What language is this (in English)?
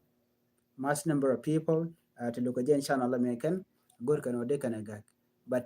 Nuer